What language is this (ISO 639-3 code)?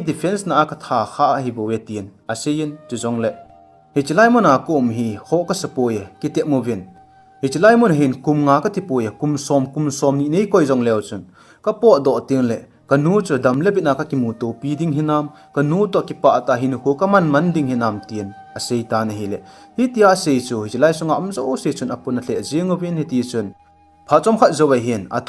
tcz